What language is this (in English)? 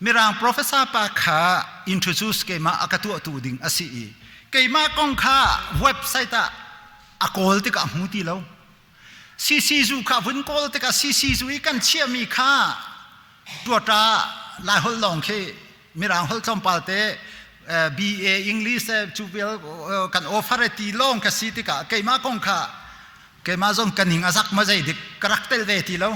Hakha Chin